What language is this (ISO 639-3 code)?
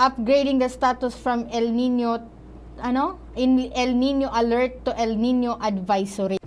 bik